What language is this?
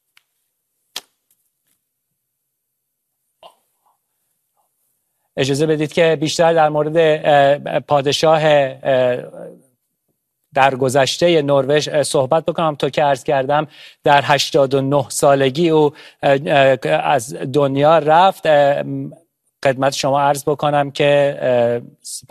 Persian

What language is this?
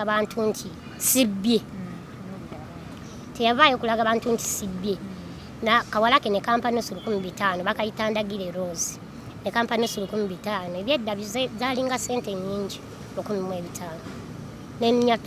Ganda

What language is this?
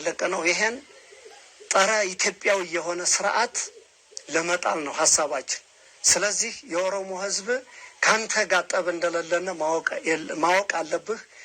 Amharic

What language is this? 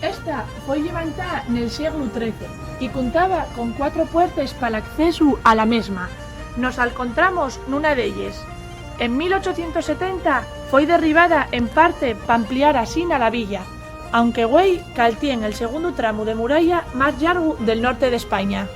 Asturian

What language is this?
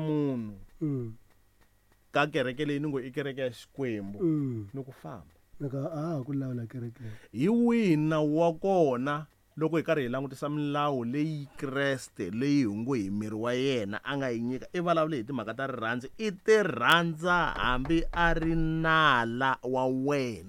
Tsonga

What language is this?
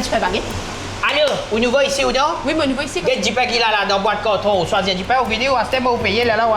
Morisyen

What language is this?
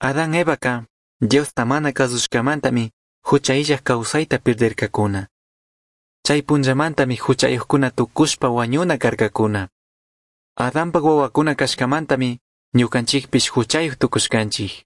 Chimborazo Highland Quichua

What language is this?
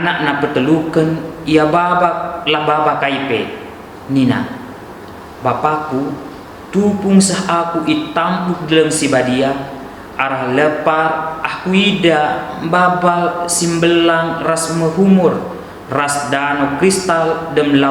Batak Karo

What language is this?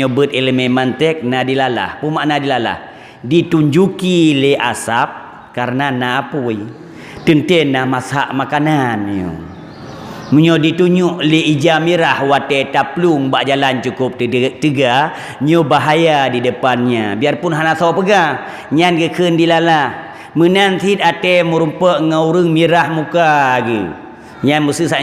Achinese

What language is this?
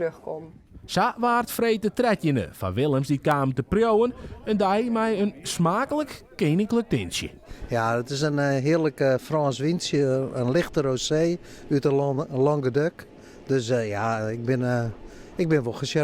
Western Frisian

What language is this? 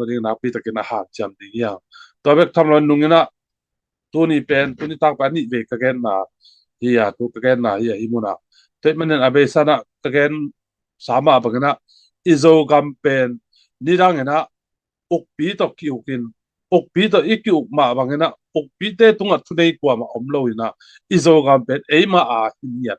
Tedim Chin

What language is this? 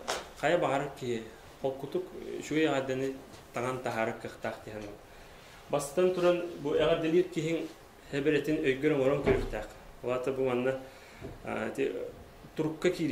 Yakut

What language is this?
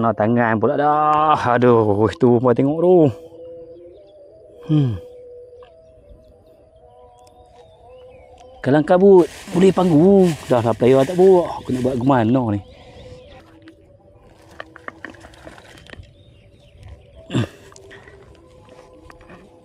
Malay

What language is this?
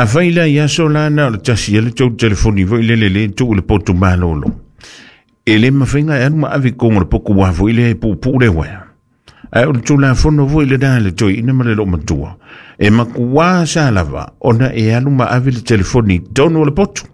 Samoan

